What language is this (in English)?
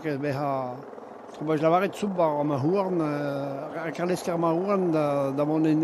Breton